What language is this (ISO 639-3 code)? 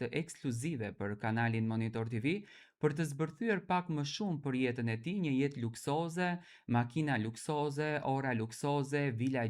sqi